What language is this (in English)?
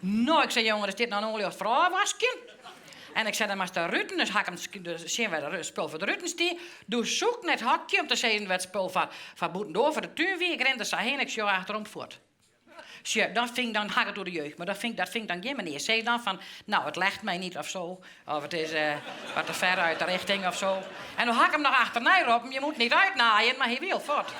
Western Frisian